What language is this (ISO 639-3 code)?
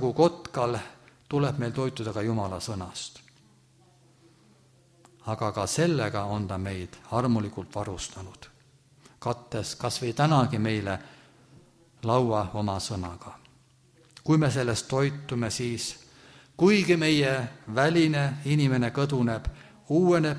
est